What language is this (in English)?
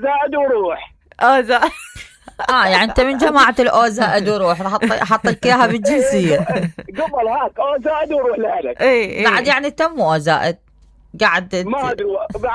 Mesopotamian Arabic